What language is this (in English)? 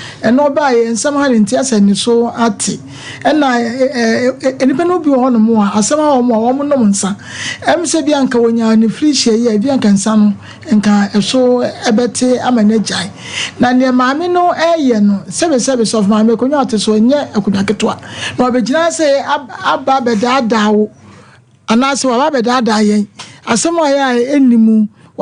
Akan